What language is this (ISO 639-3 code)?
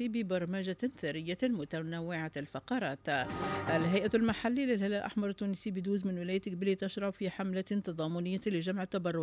aeb